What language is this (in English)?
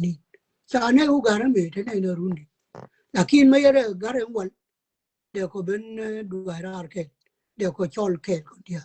Nuer